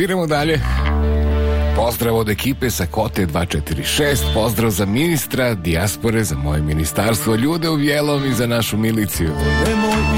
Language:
Bosnian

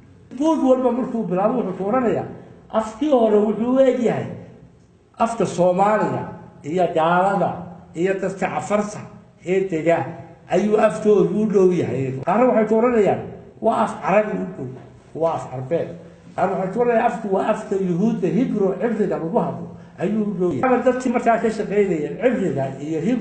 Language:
Somali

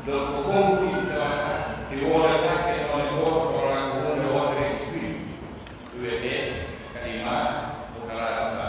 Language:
Pular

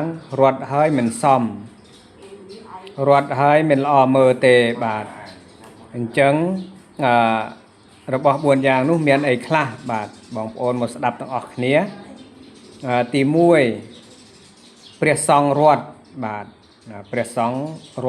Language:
Khmer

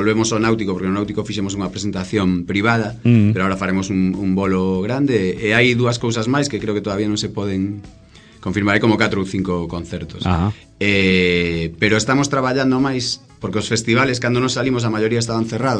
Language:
Galician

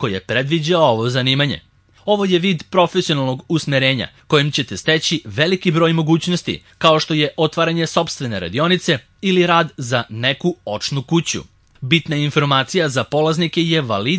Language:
Serbian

